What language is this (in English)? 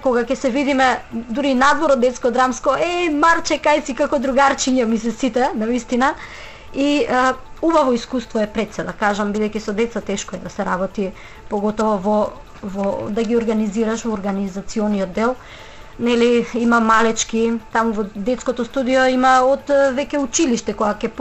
Macedonian